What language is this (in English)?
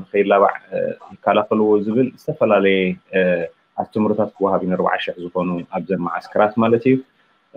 Tigrinya